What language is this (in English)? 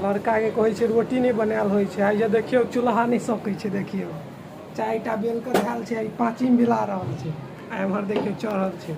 Maithili